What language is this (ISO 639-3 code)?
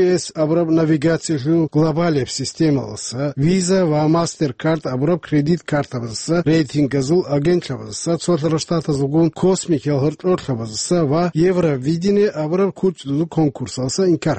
ava